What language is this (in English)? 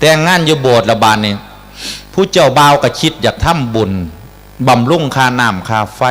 Northeastern Thai